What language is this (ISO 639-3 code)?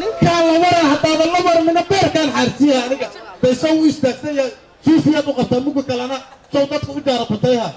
som